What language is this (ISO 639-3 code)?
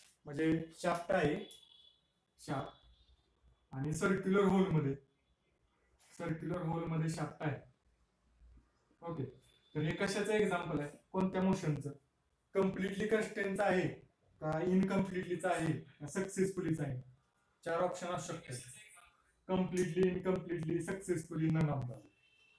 mar